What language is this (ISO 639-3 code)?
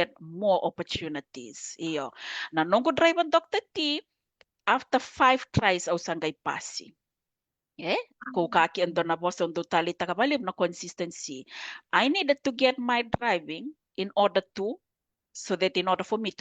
fij